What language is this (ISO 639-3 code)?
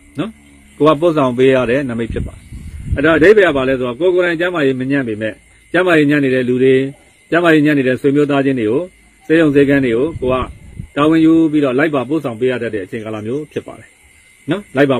mya